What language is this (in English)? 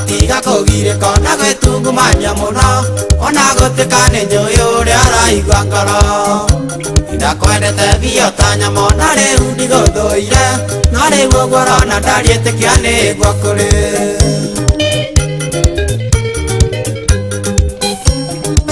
Kikuyu